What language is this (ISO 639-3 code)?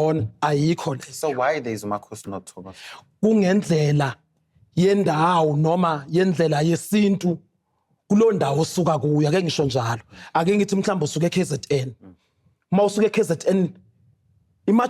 zul